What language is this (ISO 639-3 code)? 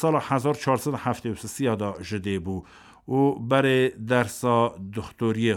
kur